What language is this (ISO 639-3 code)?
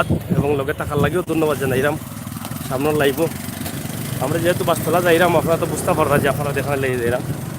syl